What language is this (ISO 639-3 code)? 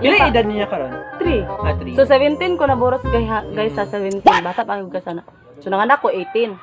ceb